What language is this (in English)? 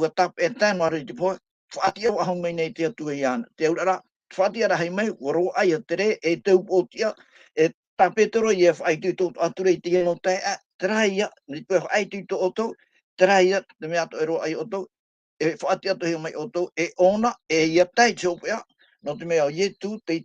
Tahitian